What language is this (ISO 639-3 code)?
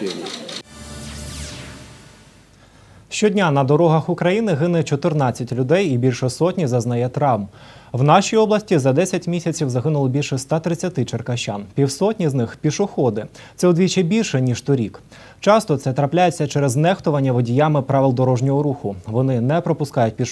ukr